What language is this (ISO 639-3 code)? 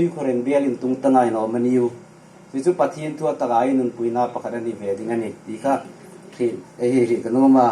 hmr